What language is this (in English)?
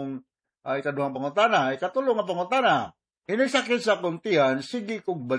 Cebuano